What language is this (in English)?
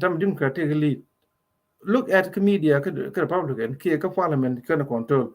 Nuer